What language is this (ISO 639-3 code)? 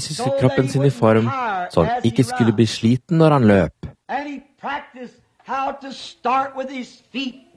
nor